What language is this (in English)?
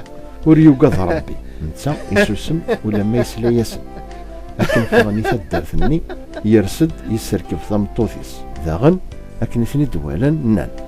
Kabyle